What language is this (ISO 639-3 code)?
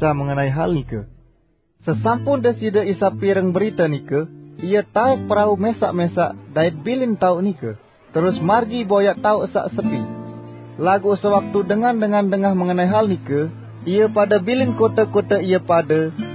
sas